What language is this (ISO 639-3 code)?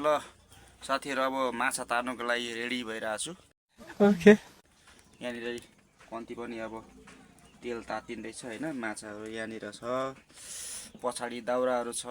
nep